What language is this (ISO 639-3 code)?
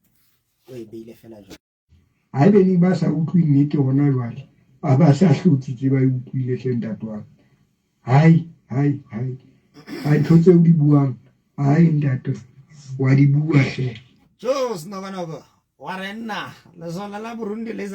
sot